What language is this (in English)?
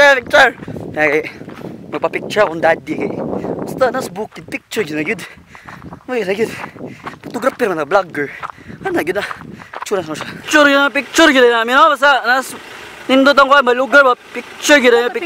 Cebuano